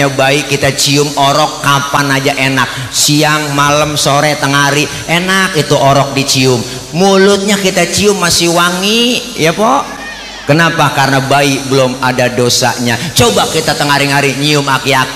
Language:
Betawi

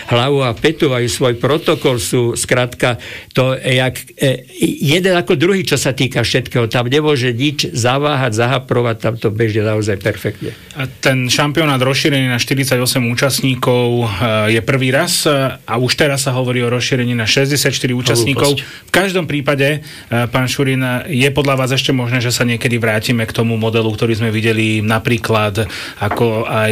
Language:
Slovak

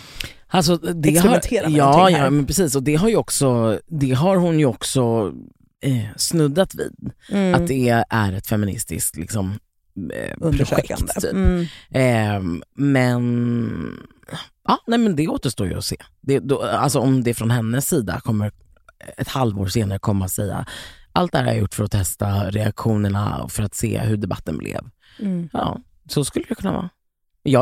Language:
Swedish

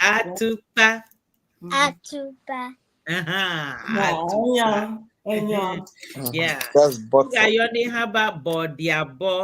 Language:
Ewe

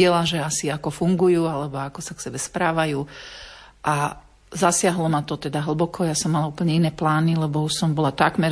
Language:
Slovak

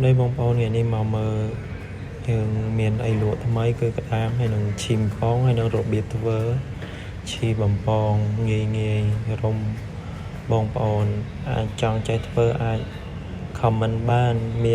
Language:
Khmer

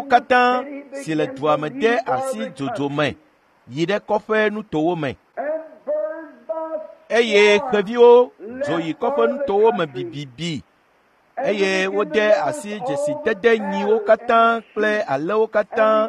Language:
Ewe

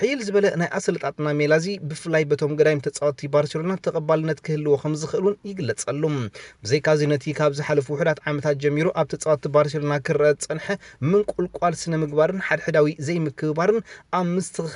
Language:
Tigrinya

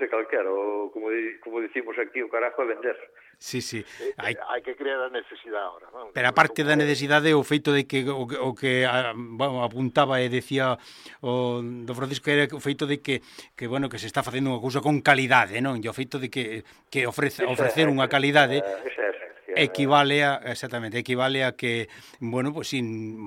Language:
Galician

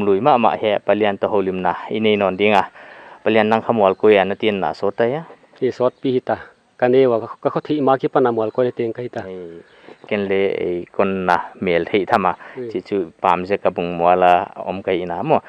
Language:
Paite Chin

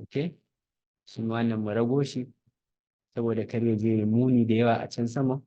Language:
Hausa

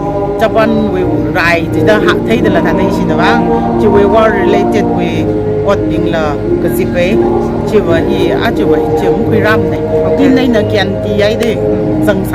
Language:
Tangkhul Naga (India)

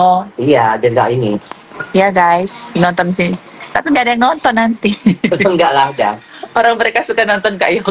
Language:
Indonesian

